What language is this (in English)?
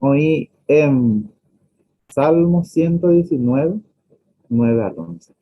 Guarani